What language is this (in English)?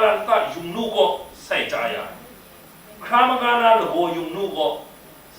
Kachin